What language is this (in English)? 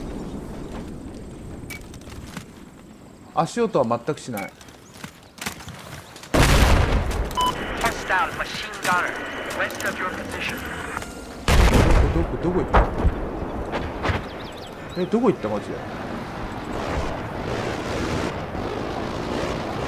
Japanese